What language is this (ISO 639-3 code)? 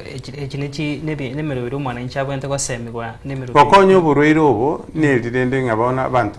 guz